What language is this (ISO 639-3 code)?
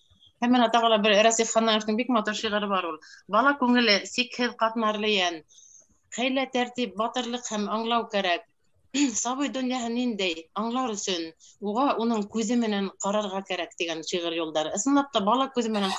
bak